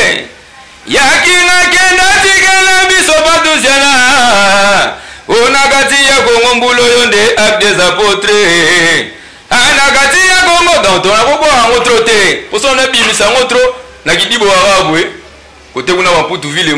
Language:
Lingala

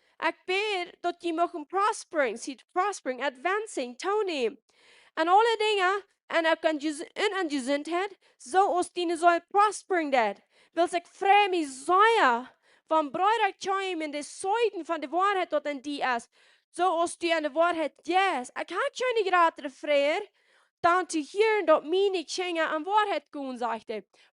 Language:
Plautdietsch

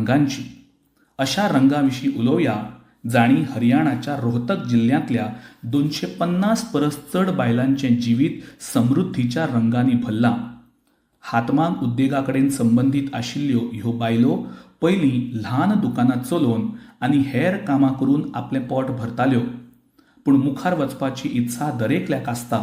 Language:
Konkani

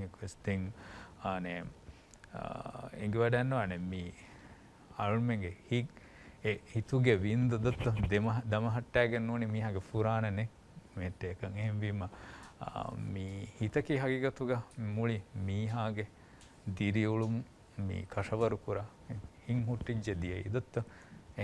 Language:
Divehi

